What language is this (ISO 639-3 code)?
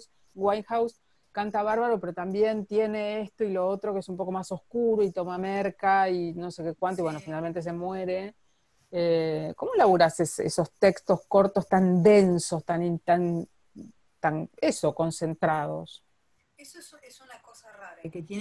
spa